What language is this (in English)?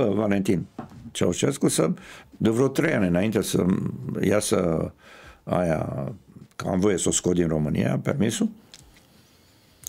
Romanian